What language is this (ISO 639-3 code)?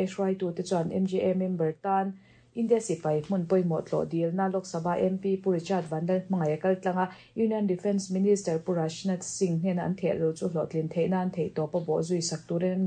lus